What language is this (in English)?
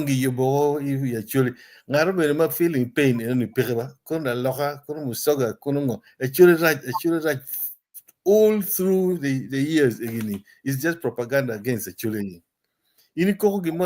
Acoli